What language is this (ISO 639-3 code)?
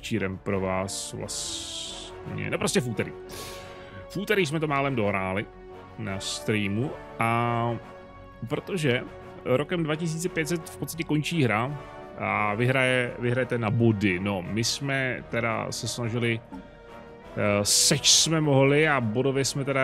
ces